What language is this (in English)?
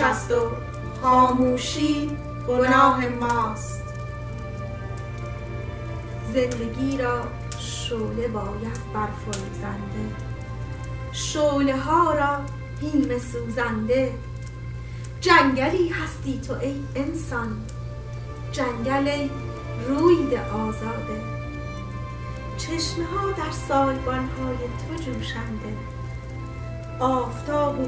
Persian